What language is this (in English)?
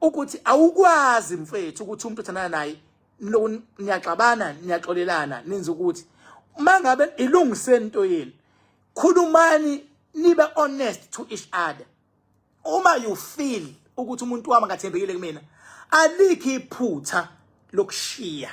Zulu